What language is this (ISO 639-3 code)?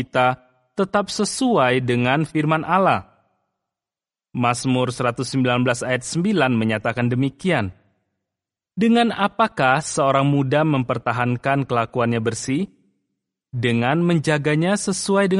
ind